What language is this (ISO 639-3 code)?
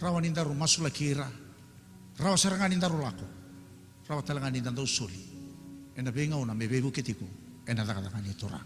fij